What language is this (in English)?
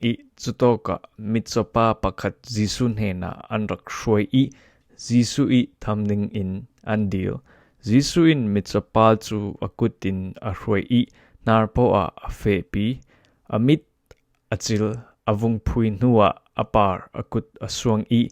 Falam Chin